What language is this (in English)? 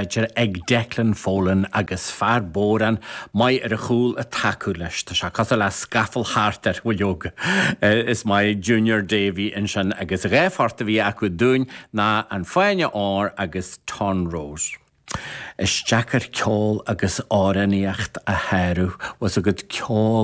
Irish